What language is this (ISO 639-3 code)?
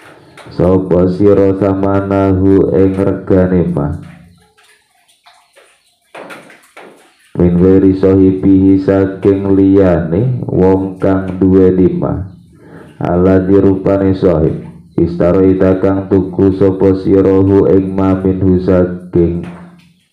jav